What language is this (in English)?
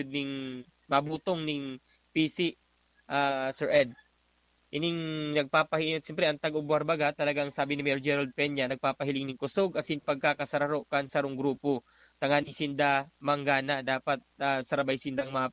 Bikol